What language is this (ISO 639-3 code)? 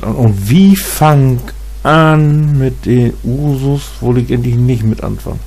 nds